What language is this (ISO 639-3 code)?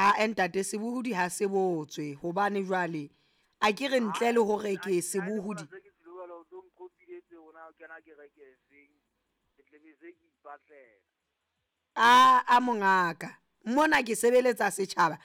sot